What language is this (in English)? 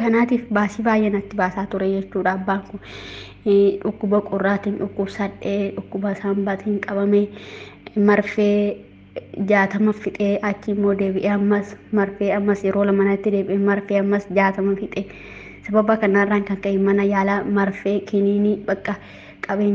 Oromo